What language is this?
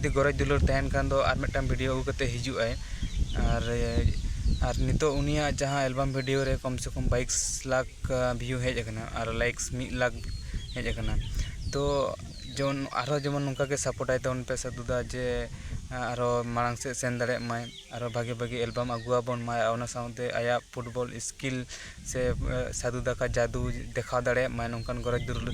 Santali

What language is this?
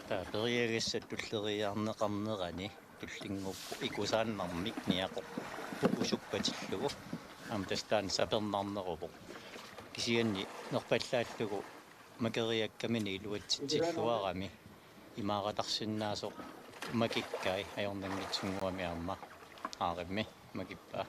Kalaallisut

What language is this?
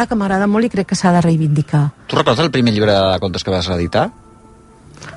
Catalan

